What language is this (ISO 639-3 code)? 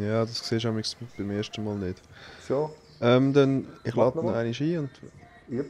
gsw